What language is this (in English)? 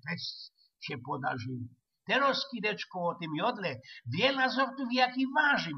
Silesian